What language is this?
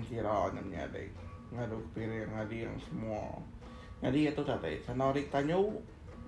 Iban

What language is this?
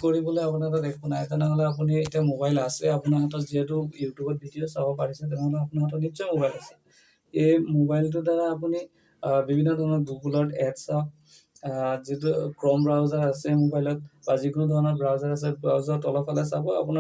Assamese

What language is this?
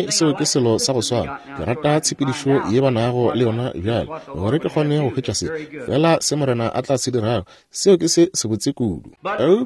Northern Sotho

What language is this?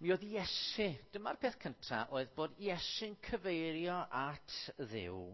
Welsh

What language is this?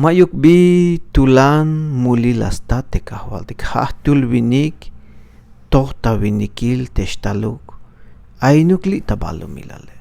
Tzeltal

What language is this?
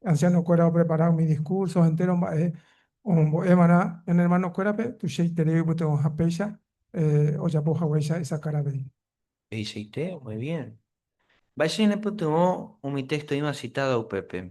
Guarani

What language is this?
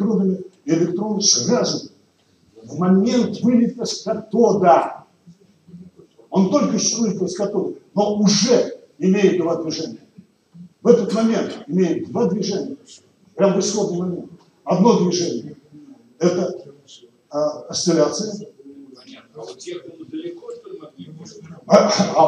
Russian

